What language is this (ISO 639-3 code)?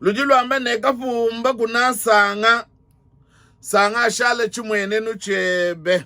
lua